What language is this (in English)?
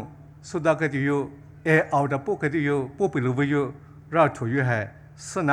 Poumei Naga